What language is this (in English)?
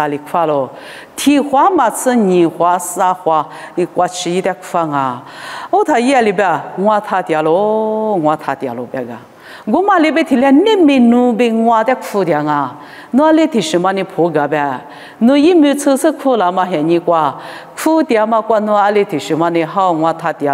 Lisu